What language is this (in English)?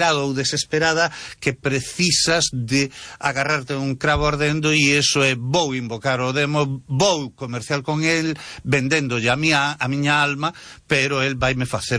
Galician